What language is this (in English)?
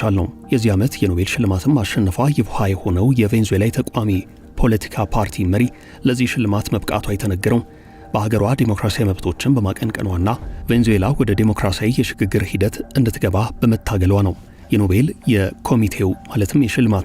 Amharic